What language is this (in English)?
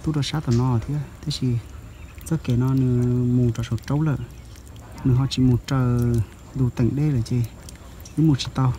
Hmong